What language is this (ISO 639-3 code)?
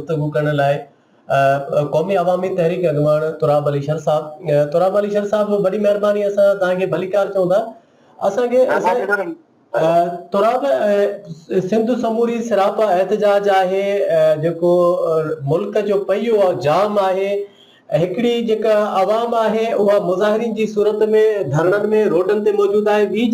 snd